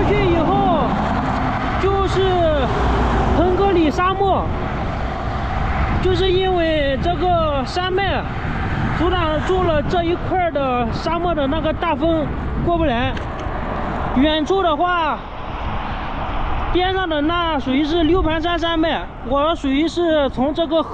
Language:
Chinese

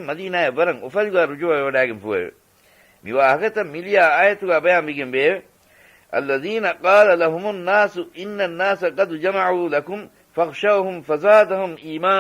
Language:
Divehi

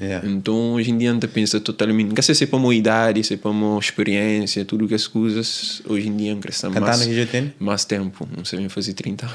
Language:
Kabuverdianu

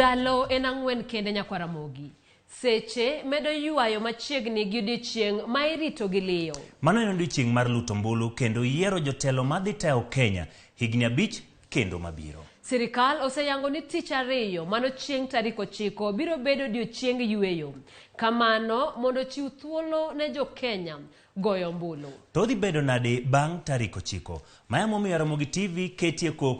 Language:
Luo (Kenya and Tanzania)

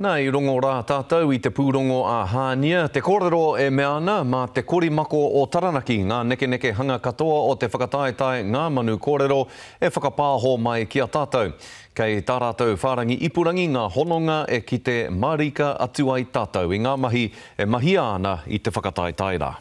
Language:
Māori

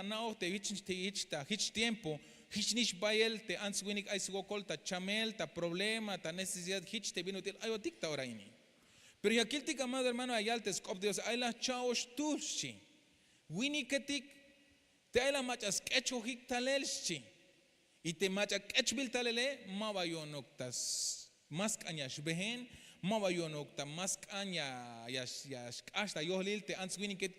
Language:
Tzeltal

